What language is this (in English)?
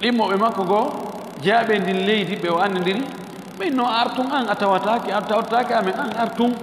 Fula